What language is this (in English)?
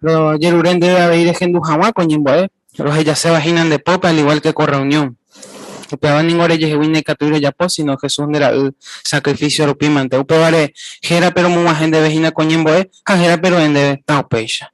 Guarani